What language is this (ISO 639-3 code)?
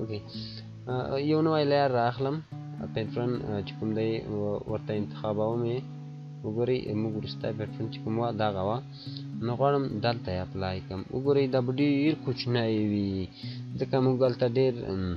pus